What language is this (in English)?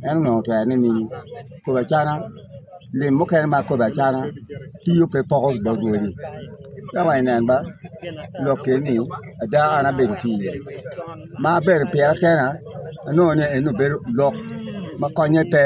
Acoli